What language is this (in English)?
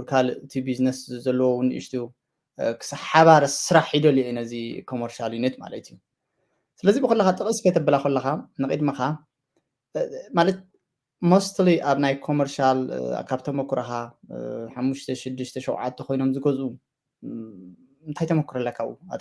Tigrinya